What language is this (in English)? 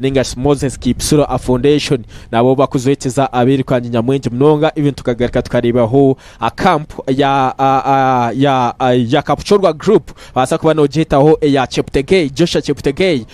Nyankole